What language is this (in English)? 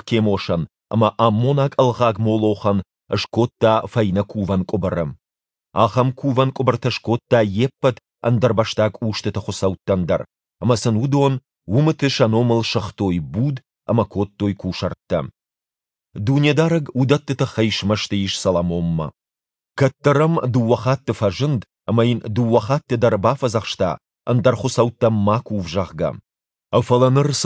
Ossetic